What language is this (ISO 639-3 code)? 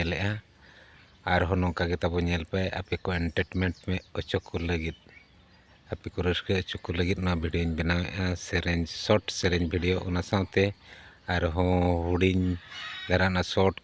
sat